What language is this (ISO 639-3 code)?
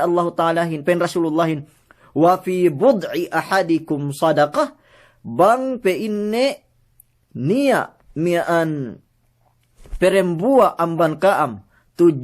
yka